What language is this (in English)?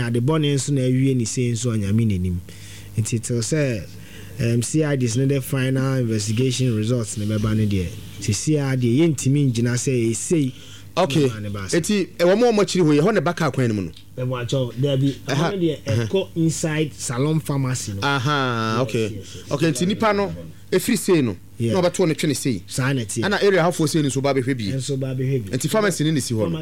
Akan